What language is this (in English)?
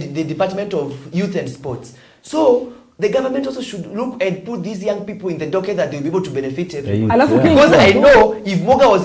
Meru